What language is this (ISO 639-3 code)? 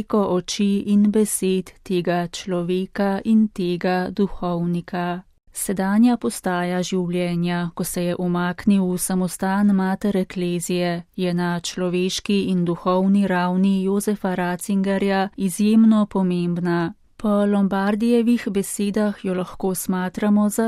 slv